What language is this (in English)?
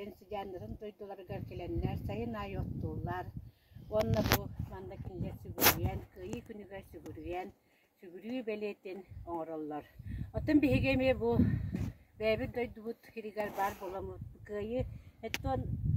Yakut